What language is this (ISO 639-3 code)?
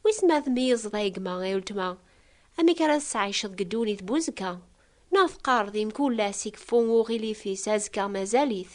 kab